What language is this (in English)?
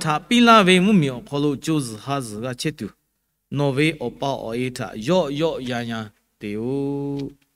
Lahu